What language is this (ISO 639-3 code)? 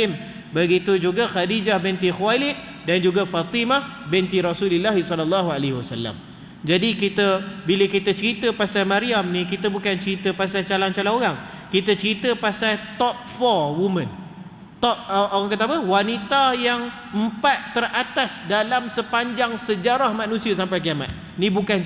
msa